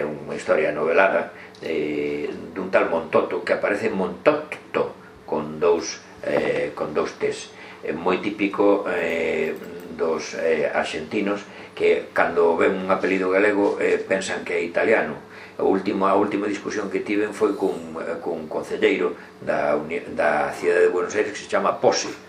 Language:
Galician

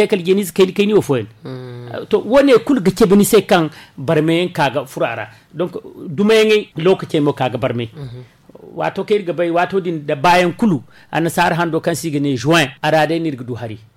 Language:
Zarma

